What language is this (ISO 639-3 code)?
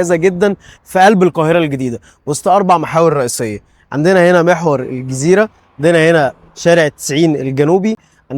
arz